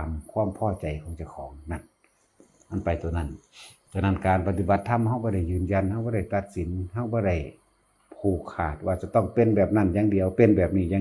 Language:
Northeastern Thai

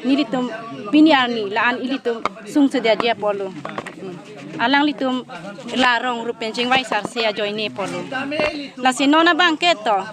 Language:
Karbi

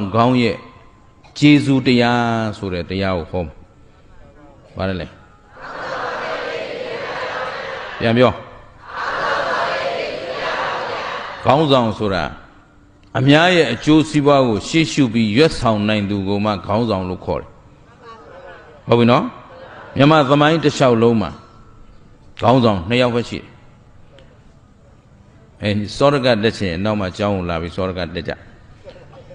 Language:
Burmese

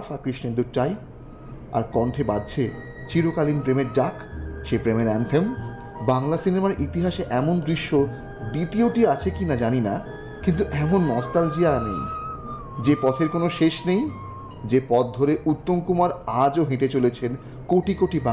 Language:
Bangla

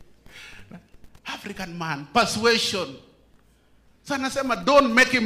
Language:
Swahili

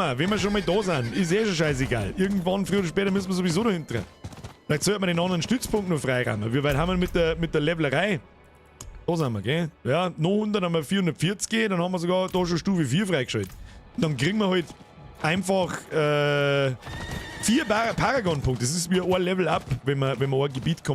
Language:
Bavarian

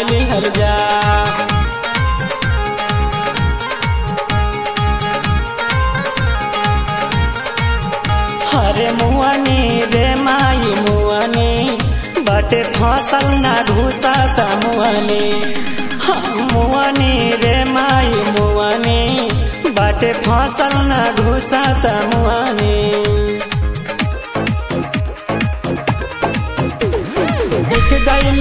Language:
Bhojpuri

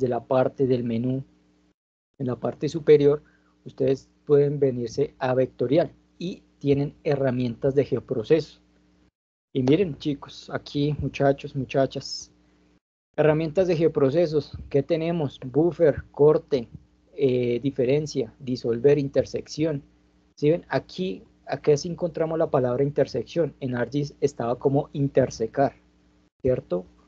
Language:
Spanish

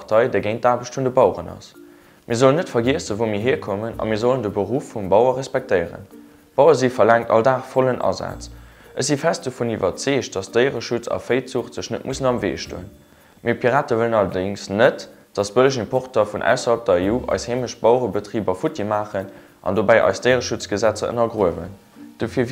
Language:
Luxembourgish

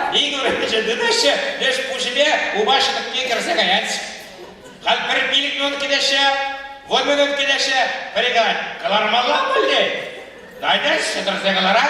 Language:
Chuvash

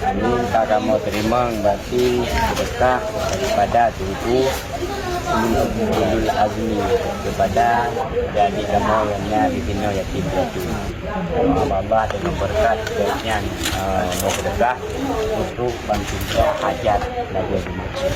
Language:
Achinese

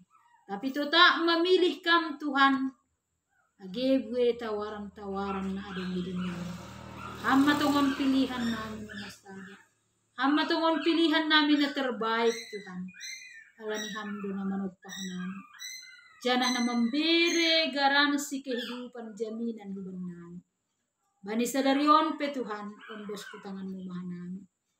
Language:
Batak Simalungun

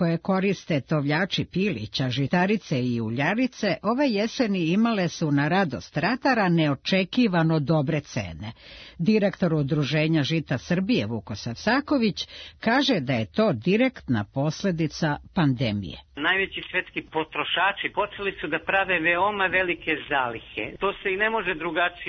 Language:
Serbian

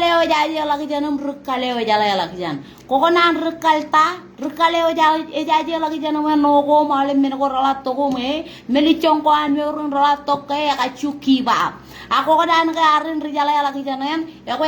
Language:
Marshallese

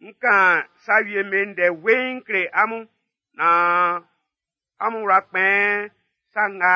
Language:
Baoulé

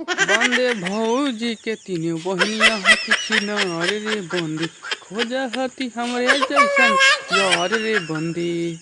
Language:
Magahi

